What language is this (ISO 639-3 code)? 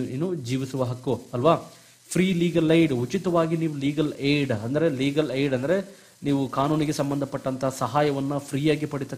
kan